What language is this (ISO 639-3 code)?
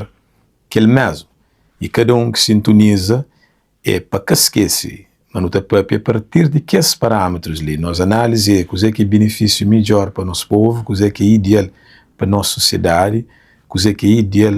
kea